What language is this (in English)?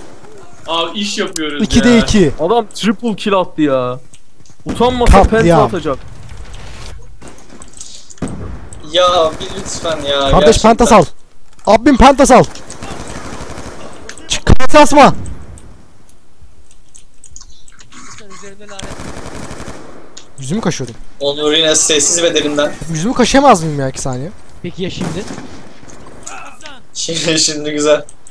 Turkish